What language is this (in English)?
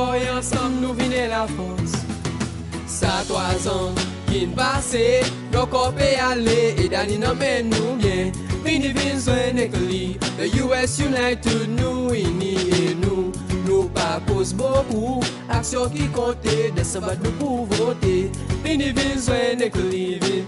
Seselwa Creole French